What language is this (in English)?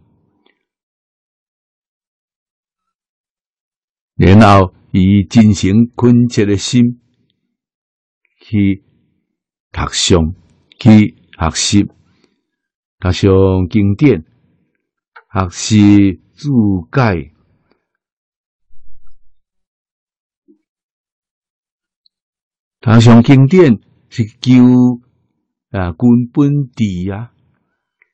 Min Nan Chinese